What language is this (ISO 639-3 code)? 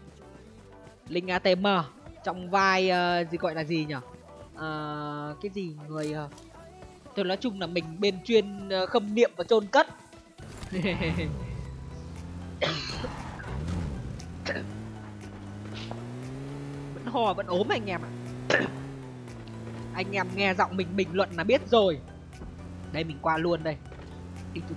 vie